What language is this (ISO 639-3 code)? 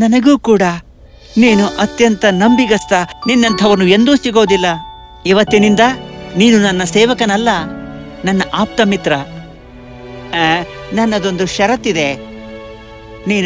kan